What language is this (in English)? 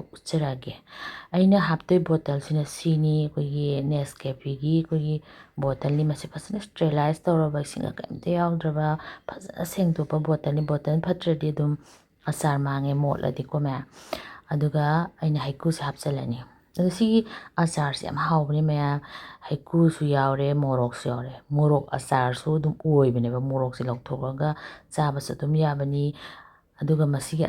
Manipuri